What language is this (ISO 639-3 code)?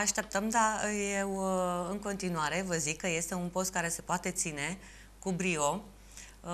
ron